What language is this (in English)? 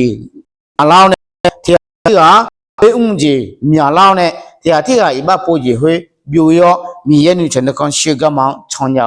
Akha